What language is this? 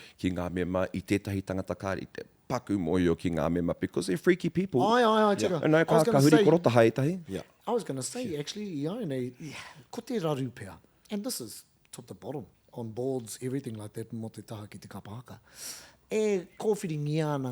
Māori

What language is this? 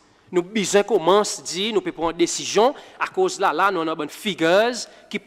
Seselwa Creole French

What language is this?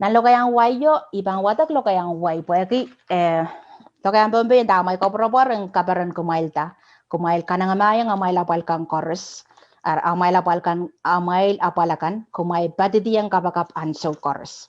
Pohnpeian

